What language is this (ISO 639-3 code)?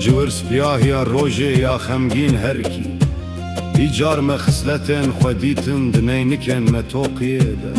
kur